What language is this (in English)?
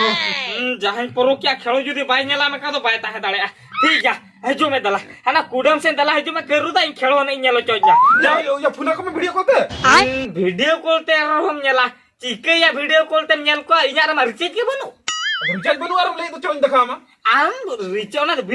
Santali